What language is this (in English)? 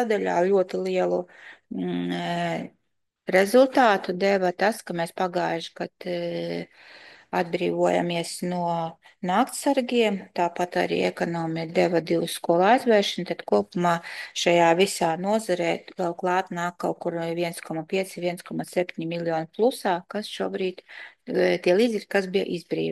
Latvian